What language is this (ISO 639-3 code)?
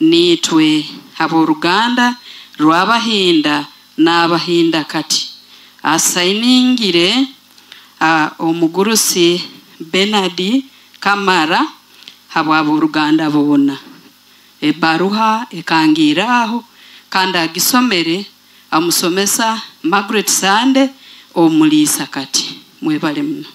nyo